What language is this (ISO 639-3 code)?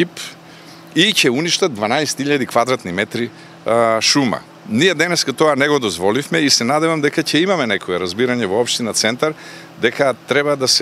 mkd